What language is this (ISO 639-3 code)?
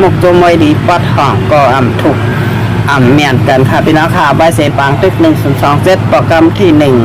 shn